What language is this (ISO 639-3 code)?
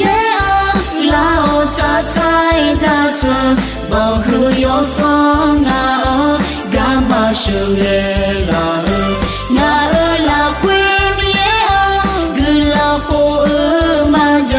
ahk